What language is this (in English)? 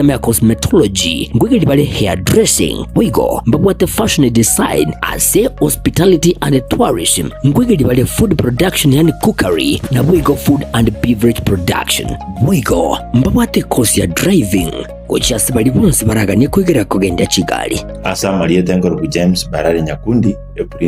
Gusii